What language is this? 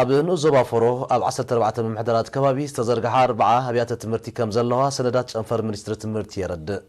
Tigrinya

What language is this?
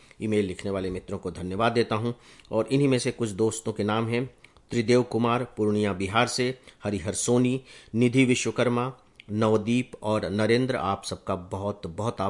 Hindi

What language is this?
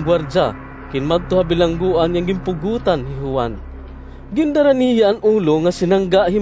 Waray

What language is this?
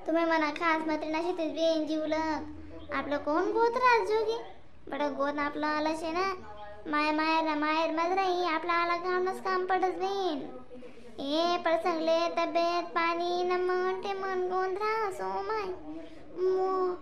Khandesi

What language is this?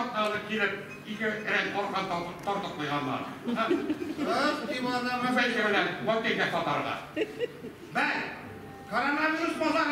Tatar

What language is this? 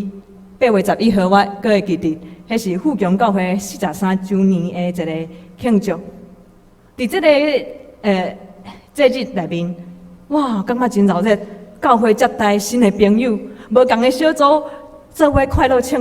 Min Nan Chinese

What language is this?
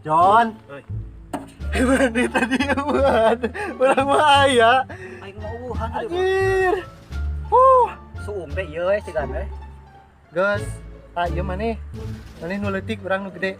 Sundanese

